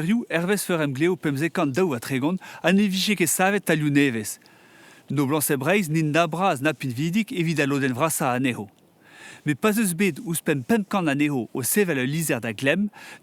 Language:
Breton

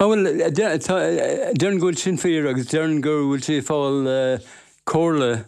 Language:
Irish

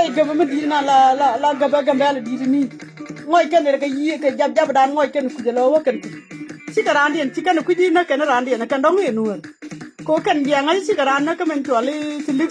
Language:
Nuer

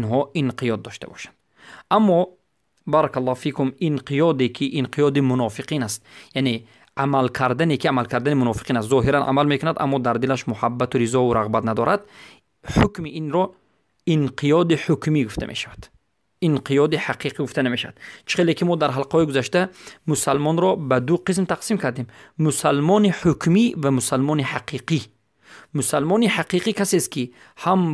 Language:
Persian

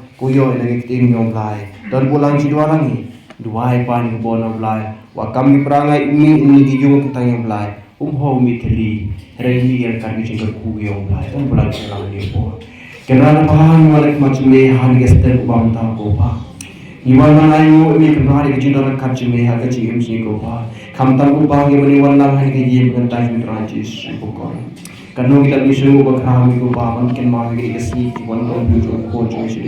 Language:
Khasi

